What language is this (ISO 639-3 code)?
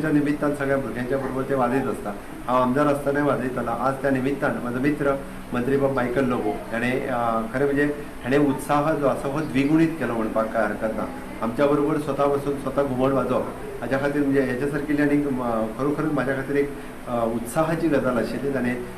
kok